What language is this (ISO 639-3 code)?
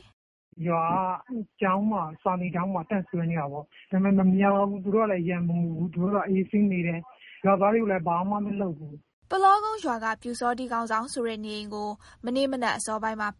mya